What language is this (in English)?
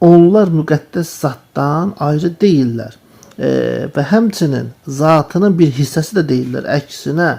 Azerbaijani